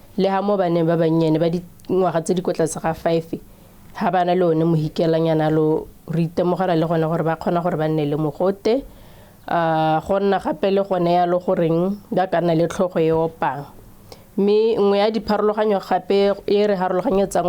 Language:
Tswana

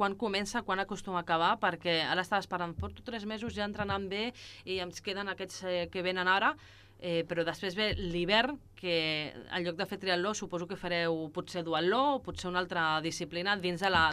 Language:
Catalan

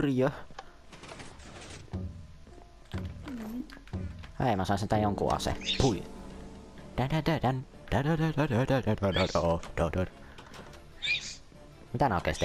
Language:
Finnish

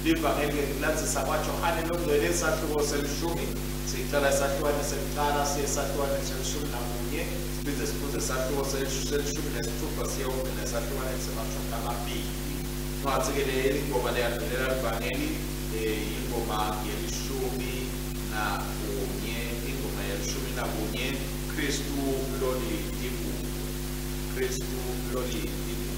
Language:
Swati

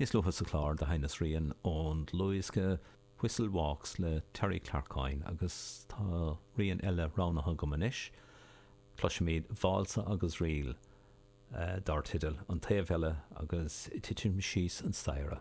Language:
Irish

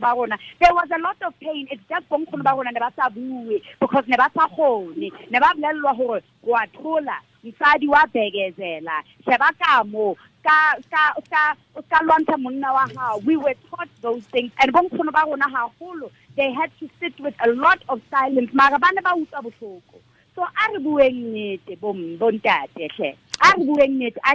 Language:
Tswana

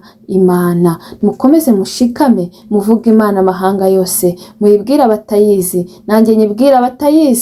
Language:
Kinyarwanda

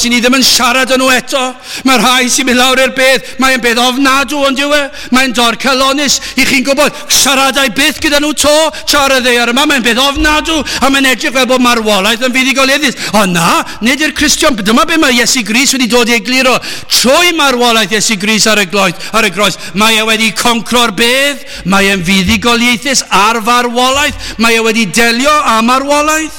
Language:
Welsh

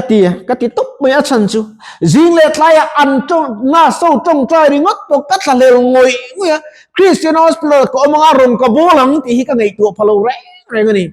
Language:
Mizo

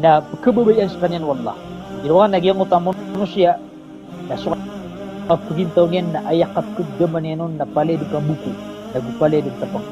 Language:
Maranao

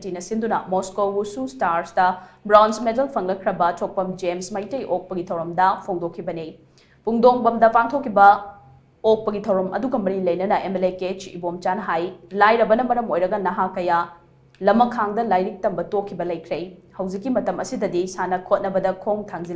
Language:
Manipuri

